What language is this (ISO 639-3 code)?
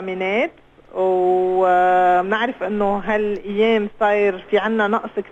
apc